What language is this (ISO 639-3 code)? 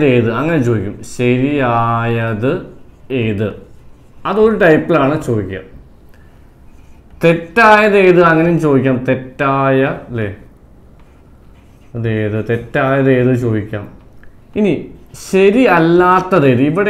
mal